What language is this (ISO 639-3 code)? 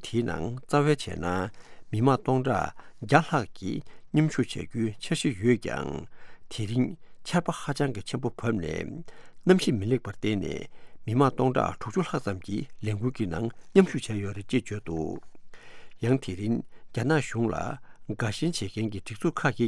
bod